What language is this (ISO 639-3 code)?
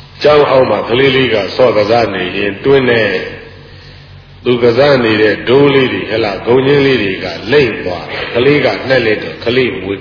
mya